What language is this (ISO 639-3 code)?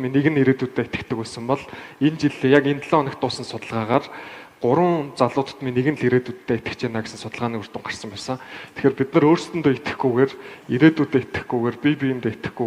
mon